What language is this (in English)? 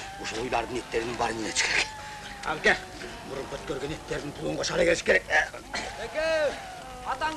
Kyrgyz